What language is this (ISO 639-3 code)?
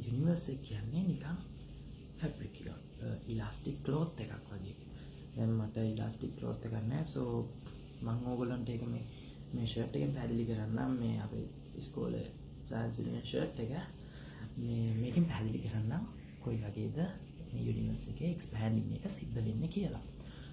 sin